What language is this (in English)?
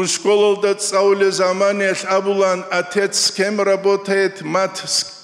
Avaric